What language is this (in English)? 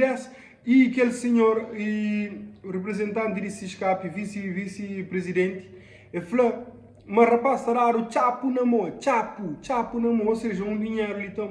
Kabuverdianu